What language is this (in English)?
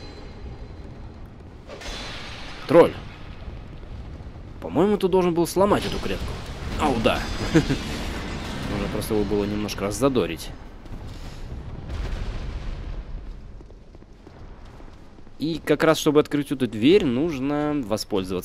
Russian